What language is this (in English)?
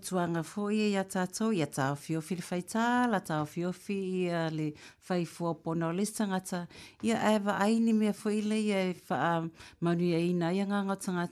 Samoan